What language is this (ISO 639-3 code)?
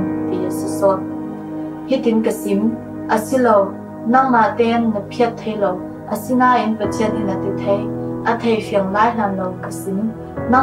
cfm